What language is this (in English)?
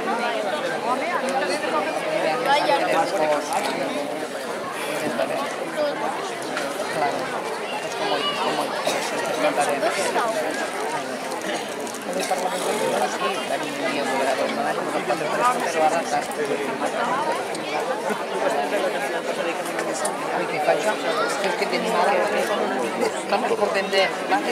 Catalan